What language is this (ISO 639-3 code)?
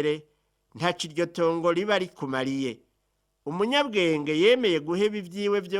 run